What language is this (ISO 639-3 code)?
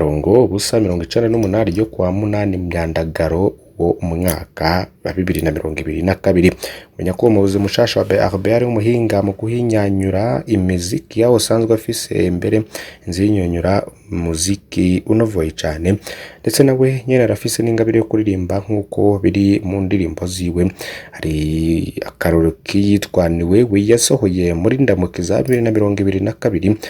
run